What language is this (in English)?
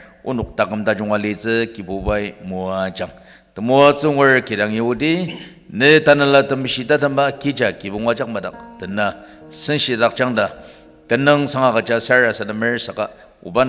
Ao Naga